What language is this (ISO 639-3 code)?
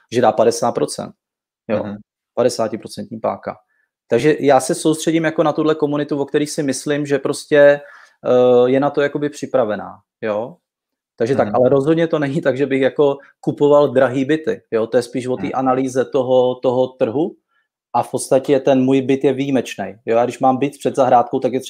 ces